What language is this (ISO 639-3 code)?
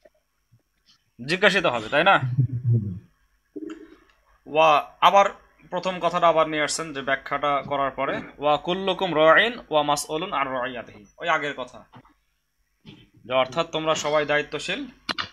ben